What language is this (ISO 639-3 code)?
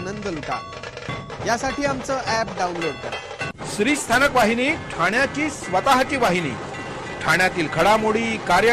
mar